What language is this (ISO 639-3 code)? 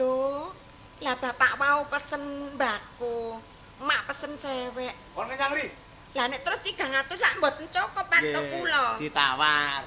jav